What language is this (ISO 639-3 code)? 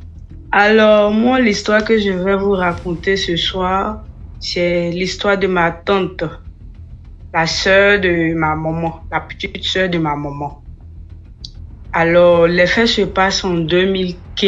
fra